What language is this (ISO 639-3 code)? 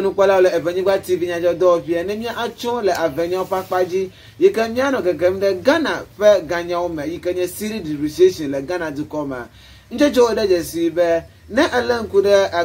ewe